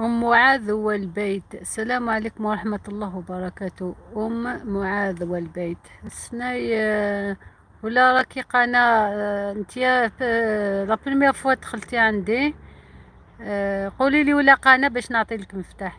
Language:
Algerian Arabic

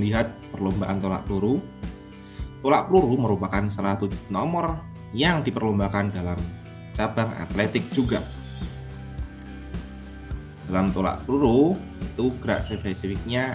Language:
Indonesian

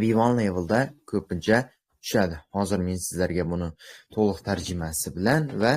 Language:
Uzbek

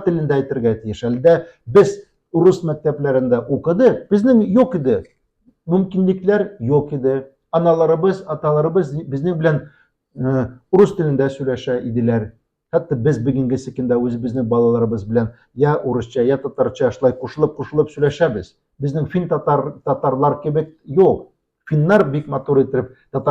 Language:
Tatar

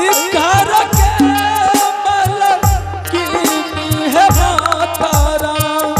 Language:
Angika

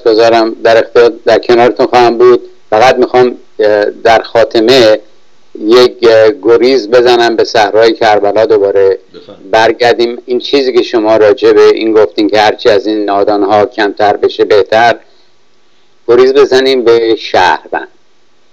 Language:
Persian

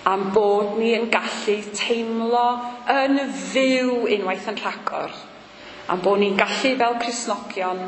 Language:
Welsh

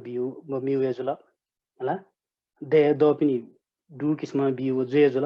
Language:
Newari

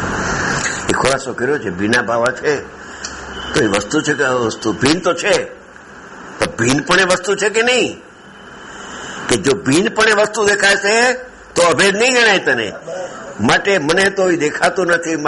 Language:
Gujarati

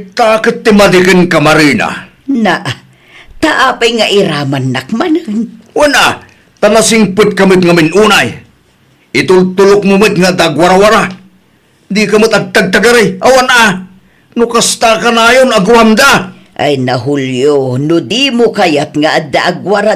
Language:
Iloko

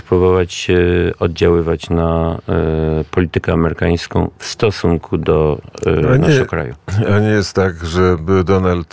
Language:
Polish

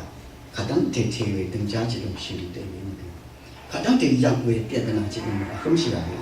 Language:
Rawang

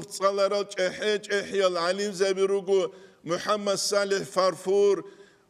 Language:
Avaric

